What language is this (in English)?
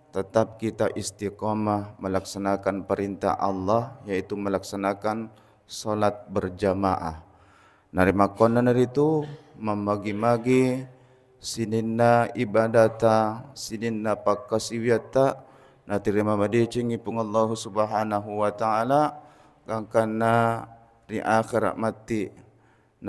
Buginese